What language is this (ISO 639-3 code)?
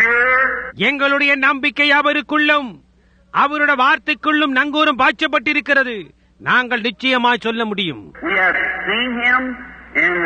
tam